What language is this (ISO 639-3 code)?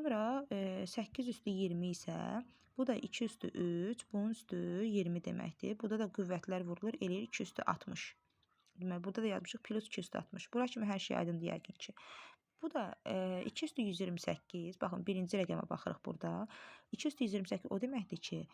aze